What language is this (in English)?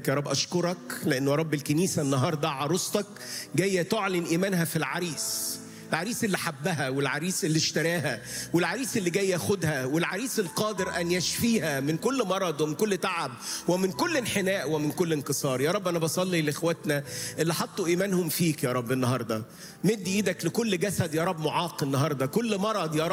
Egyptian Arabic